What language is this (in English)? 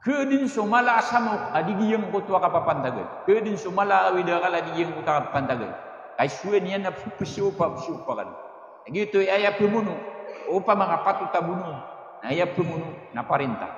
Maranao